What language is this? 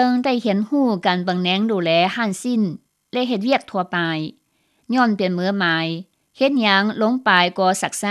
Lao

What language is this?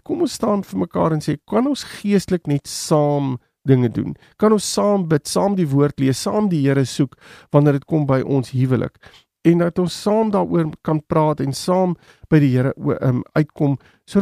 Afrikaans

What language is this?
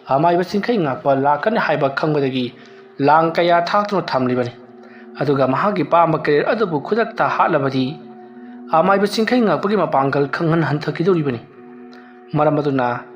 Manipuri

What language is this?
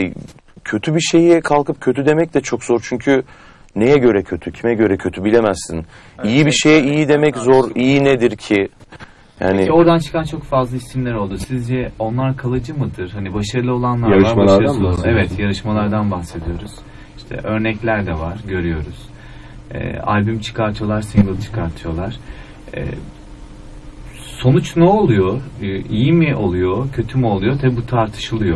Turkish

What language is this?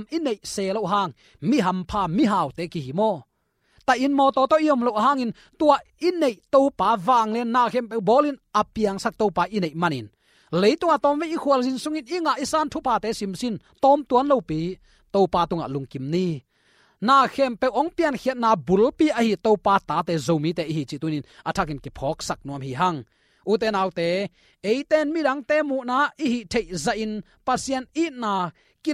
Tedim Chin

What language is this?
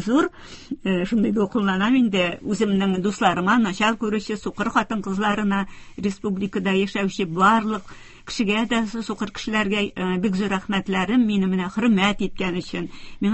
Tatar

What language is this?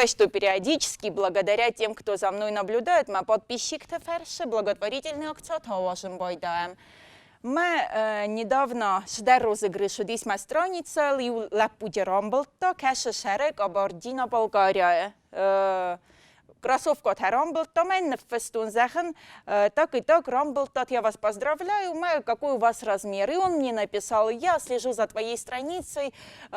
Ossetic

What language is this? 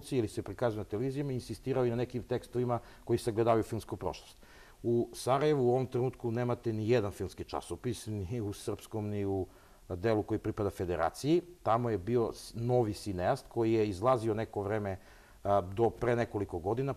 Serbian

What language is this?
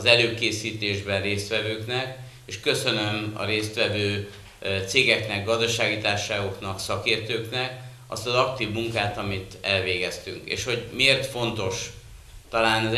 Hungarian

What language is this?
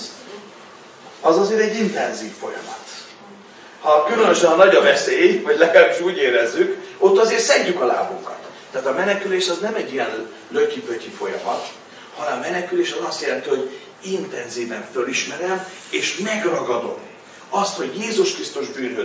Hungarian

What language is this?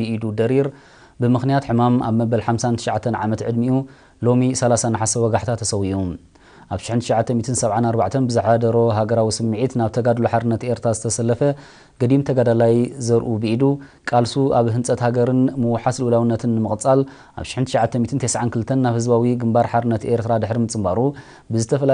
Tigrinya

